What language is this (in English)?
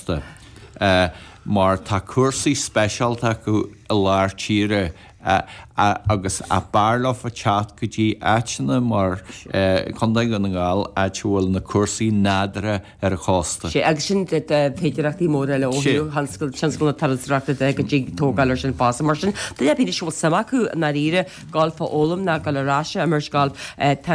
Irish